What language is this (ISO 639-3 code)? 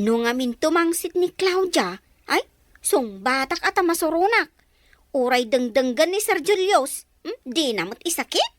ilo